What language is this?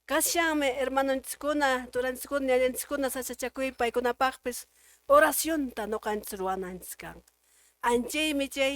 Quechua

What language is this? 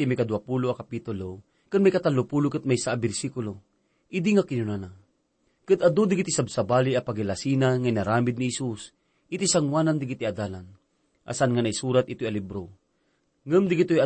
Iloko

